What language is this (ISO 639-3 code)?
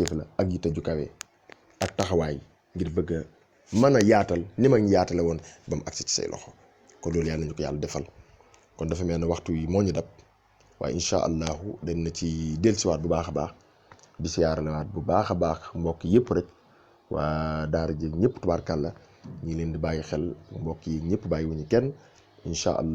wol